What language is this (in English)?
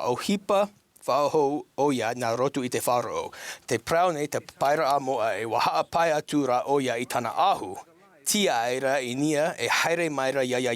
Tahitian